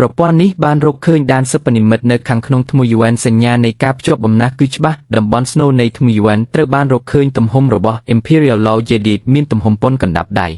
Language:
Khmer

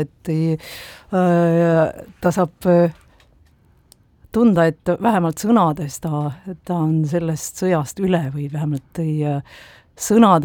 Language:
Estonian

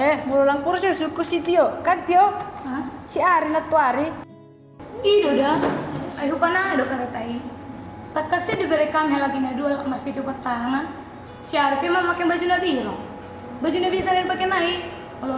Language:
Batak Toba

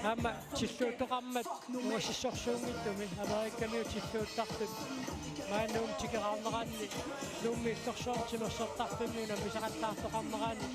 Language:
Kalaallisut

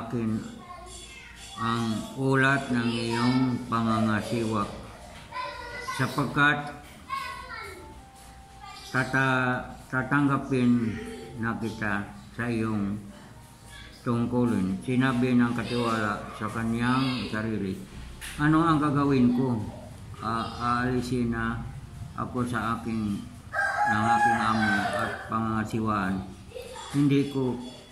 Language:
Filipino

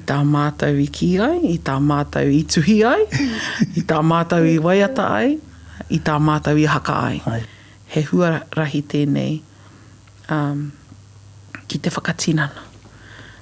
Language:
Māori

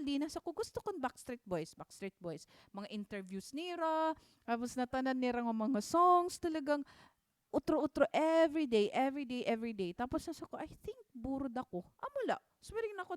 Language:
Waray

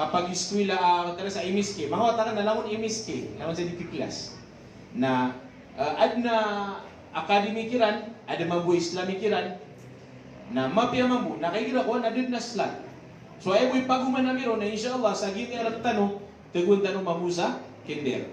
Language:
Maranao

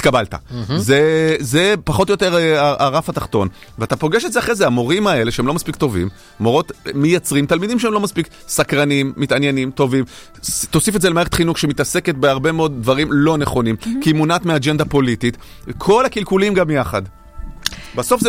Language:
Hebrew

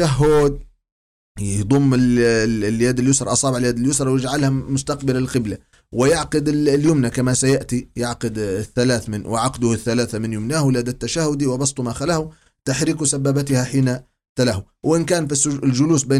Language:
Arabic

